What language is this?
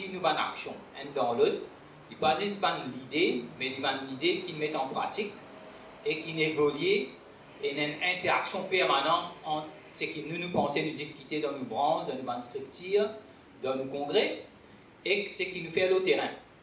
Morisyen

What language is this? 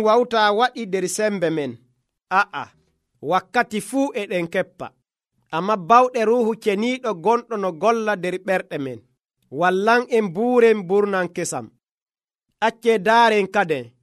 Nigerian Fulfulde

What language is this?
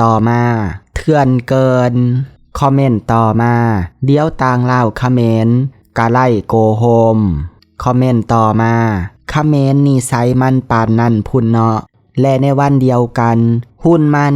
Lao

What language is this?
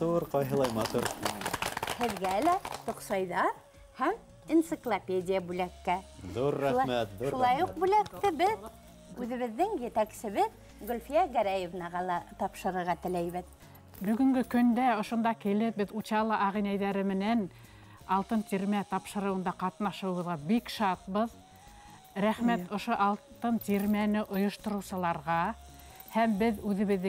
Bashkir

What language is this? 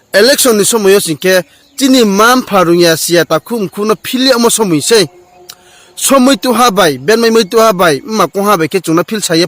Riang (India)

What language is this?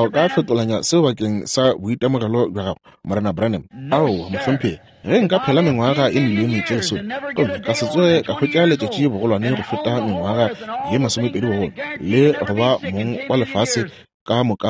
Northern Sotho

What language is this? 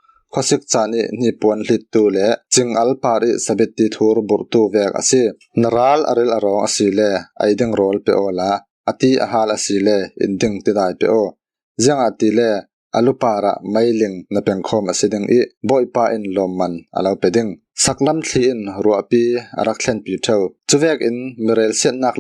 Falam Chin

